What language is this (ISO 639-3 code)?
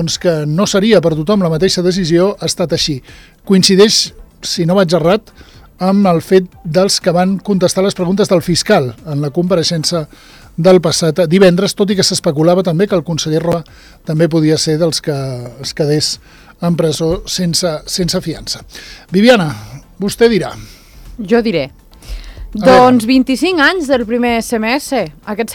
cat